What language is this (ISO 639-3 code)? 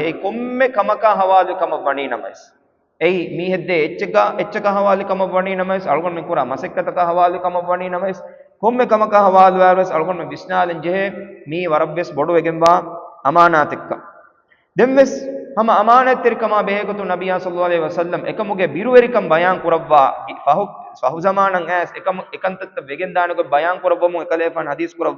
div